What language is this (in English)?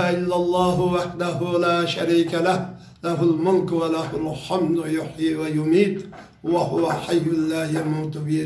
Uyghur